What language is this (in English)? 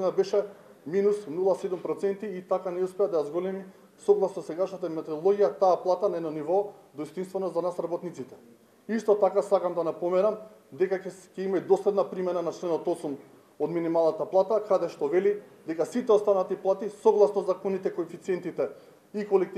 Macedonian